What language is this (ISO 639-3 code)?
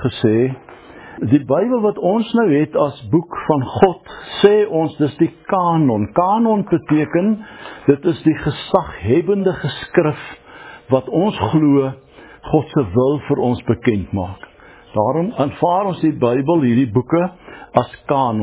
afr